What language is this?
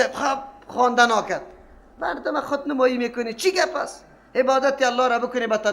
Persian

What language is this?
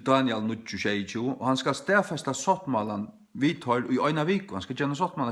Faroese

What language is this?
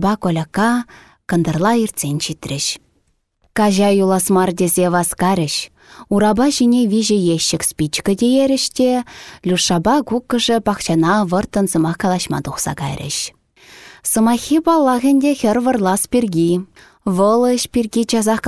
Chuvash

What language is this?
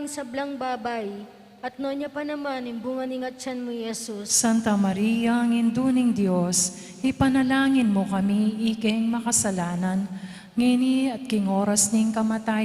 Pampanga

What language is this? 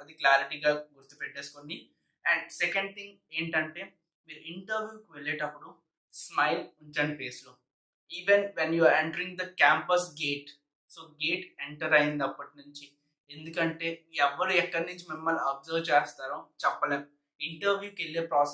Telugu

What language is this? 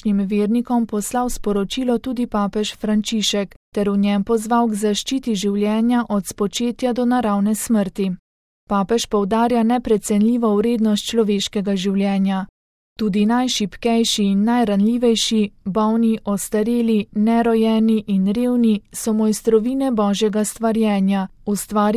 Slovenian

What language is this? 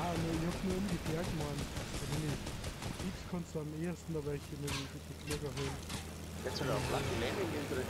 Bavarian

